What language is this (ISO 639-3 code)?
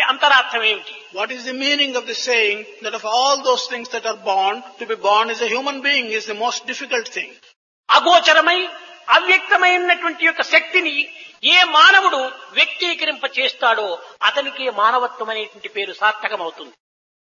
tel